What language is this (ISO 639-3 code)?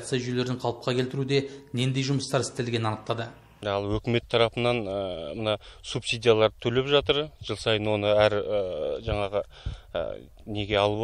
kaz